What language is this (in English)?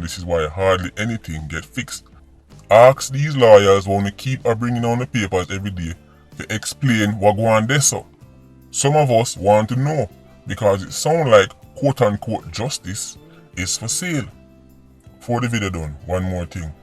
Jamaican Creole English